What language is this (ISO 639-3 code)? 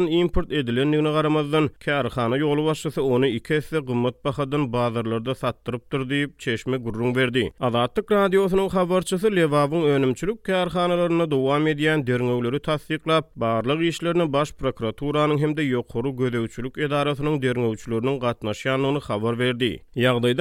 tuk